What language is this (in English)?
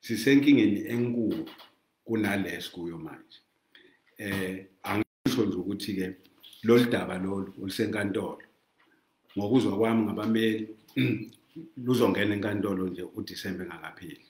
Zulu